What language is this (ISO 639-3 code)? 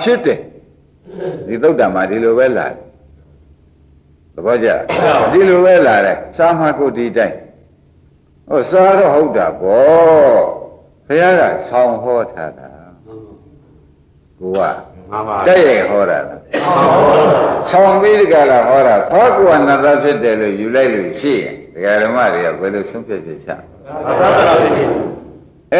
mya